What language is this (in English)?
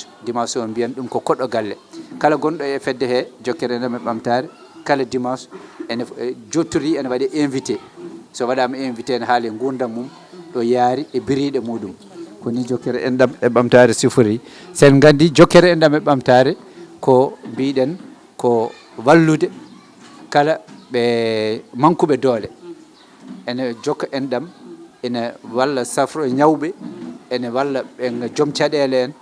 Fula